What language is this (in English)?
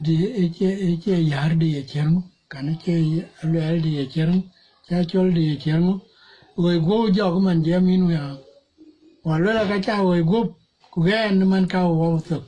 Dinka